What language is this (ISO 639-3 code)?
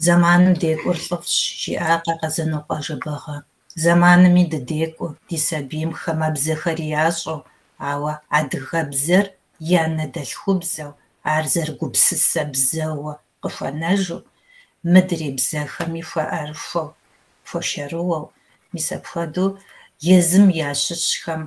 kbd